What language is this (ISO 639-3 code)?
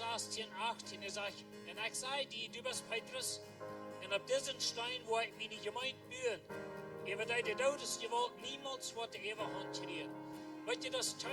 pdt